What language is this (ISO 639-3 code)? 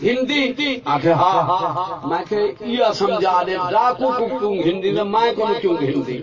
skr